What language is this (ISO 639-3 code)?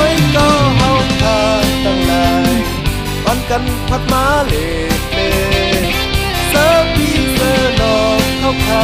shn